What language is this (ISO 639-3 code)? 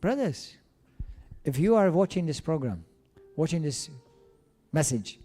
eng